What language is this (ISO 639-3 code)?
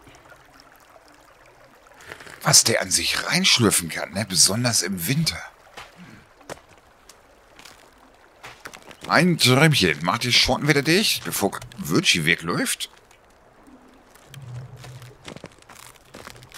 deu